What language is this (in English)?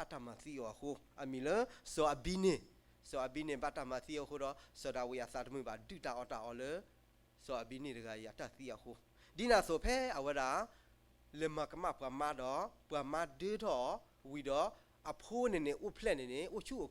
S'gaw Karen